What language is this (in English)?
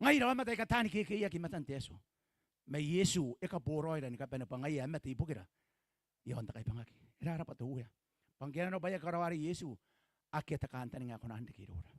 Gilbertese